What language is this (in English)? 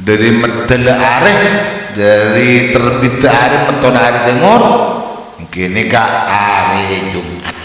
Madurese